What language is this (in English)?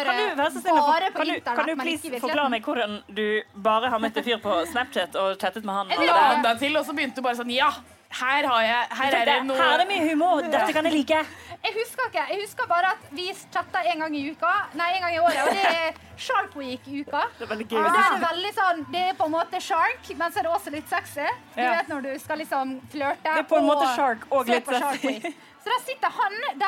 Norwegian